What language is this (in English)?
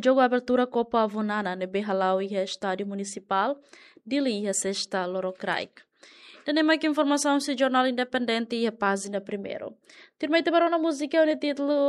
Tetum